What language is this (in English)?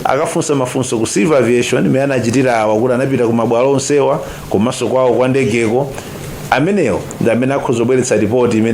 Nyanja